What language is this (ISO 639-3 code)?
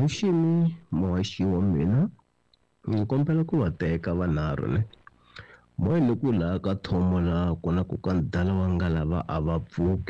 tso